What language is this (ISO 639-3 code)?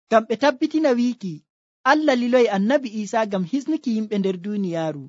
fuv